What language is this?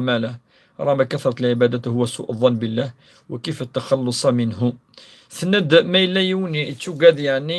Kabyle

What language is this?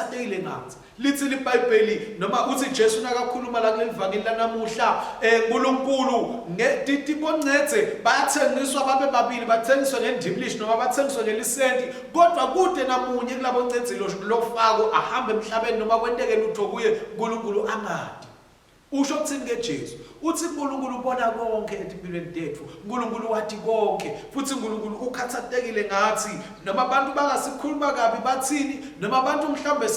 Swati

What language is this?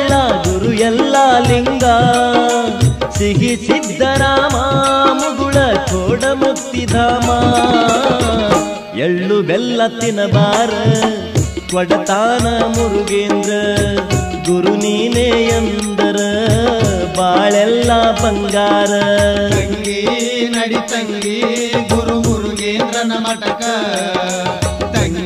Kannada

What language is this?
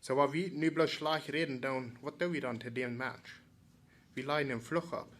Plautdietsch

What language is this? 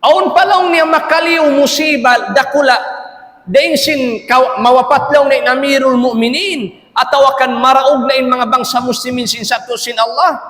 Tausug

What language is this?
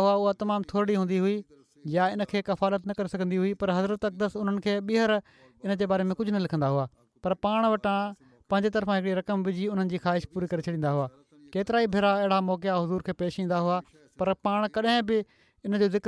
Sindhi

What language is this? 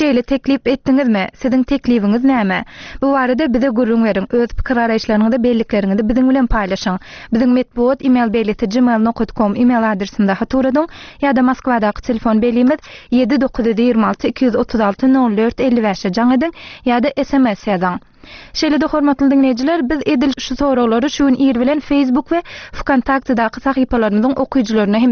Turkmen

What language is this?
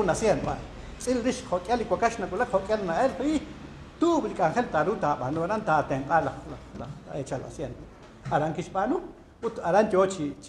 Kekchí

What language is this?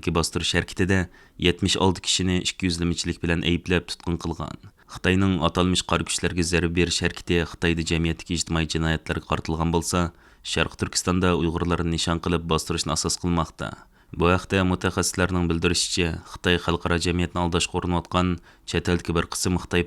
Uyghur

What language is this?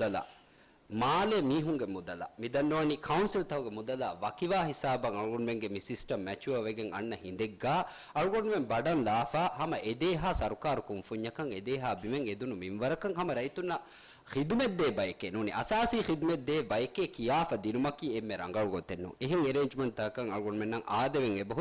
Divehi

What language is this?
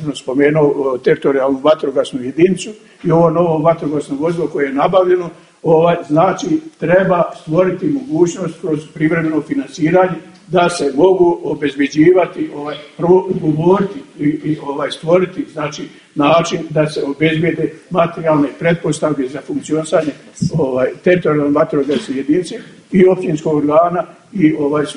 Bosnian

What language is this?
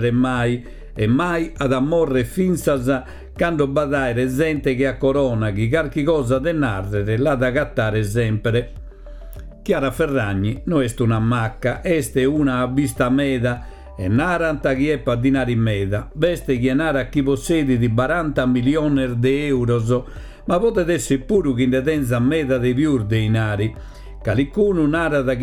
Sardinian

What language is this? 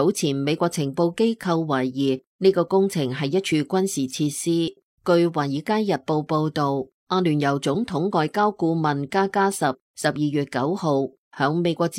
Cantonese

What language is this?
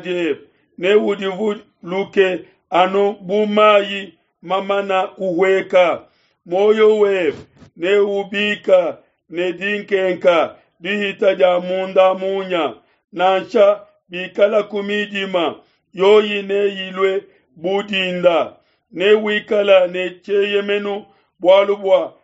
Luba-Lulua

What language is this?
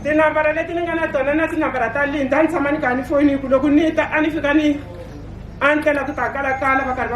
Tsonga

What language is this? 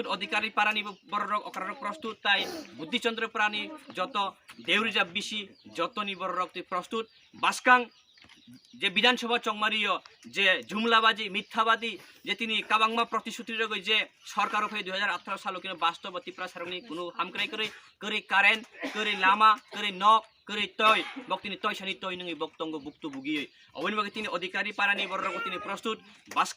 Kok Borok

